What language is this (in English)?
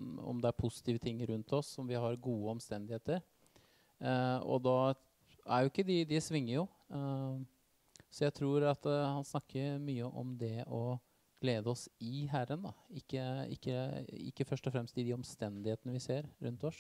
Norwegian